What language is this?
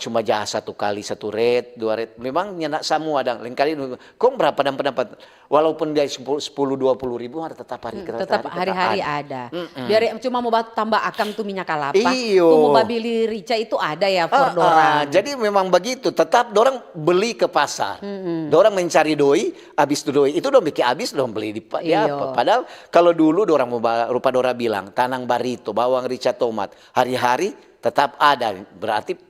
Manado Malay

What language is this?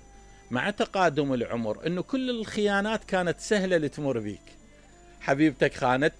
Mesopotamian Arabic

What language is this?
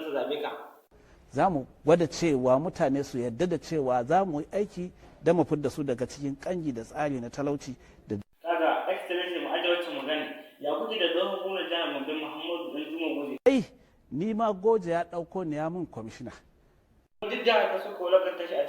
Hausa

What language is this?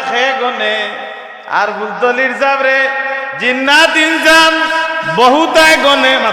Sylheti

